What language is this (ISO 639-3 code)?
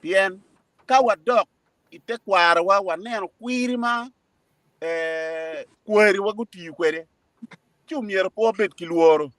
ach